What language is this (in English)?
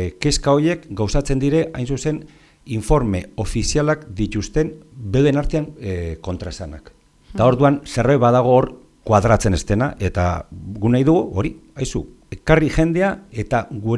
Basque